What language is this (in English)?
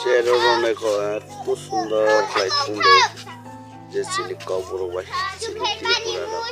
Riang (India)